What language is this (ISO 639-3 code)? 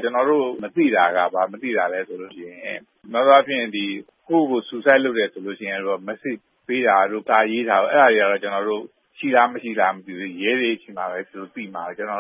mya